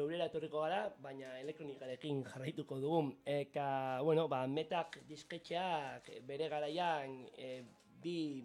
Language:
Basque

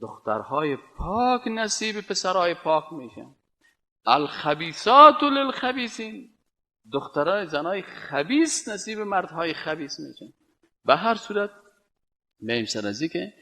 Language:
Persian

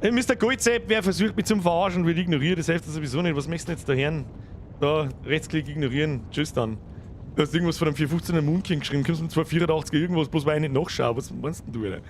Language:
Bavarian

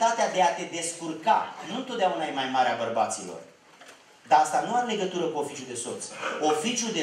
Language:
Romanian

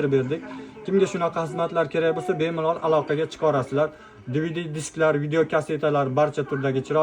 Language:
Uzbek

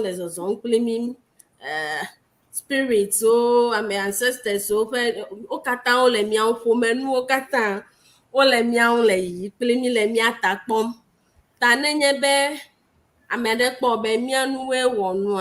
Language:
Ewe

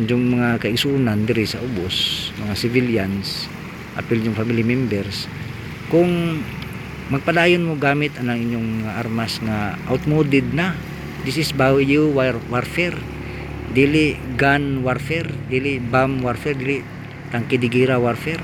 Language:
Cebuano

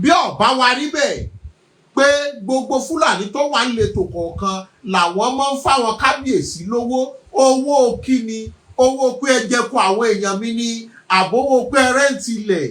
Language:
Yoruba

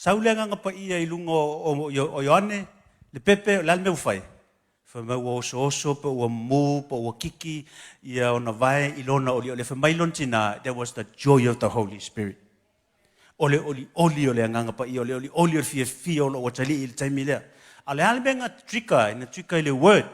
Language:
Samoan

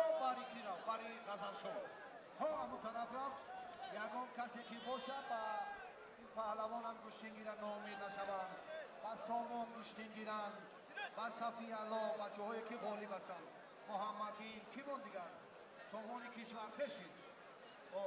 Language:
Tajik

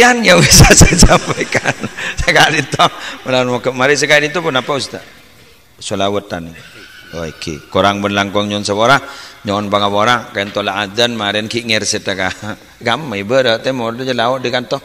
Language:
Madurese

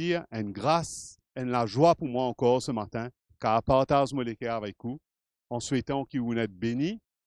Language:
Morisyen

